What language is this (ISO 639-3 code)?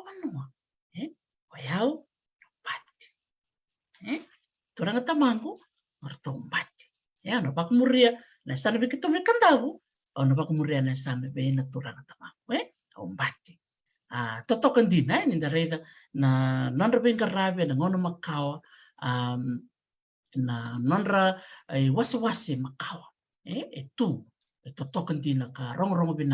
fij